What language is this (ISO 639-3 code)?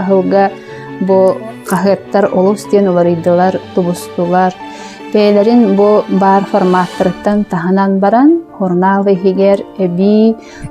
sah